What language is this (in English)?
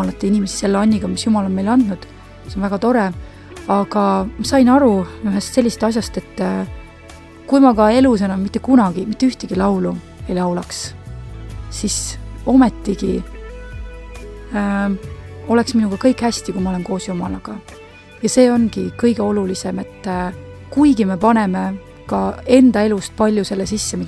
Estonian